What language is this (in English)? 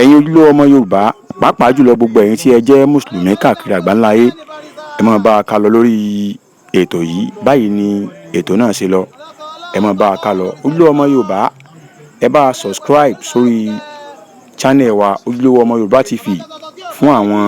Yoruba